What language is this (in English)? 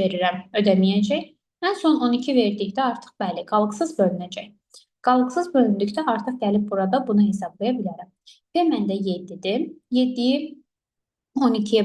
Azerbaijani